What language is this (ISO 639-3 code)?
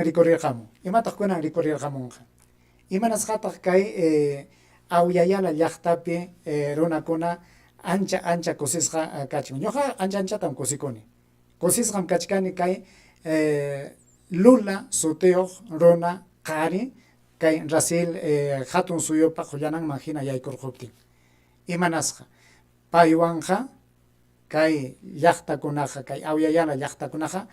quy